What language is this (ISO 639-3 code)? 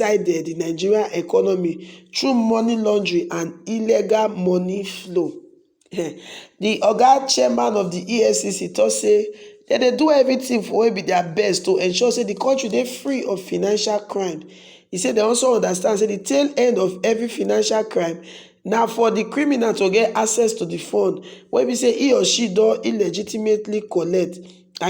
pcm